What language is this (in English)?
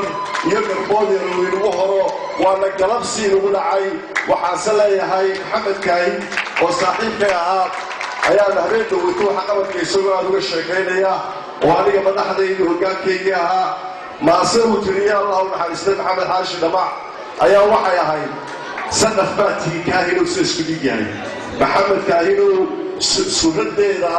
Somali